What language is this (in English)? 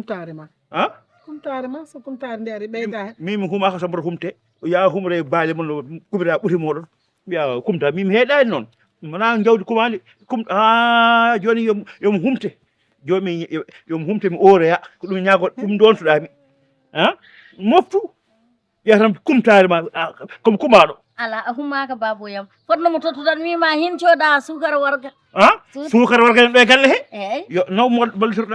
Fula